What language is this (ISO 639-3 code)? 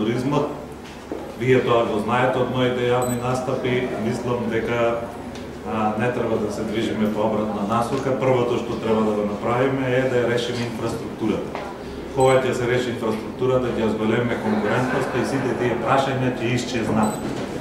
mkd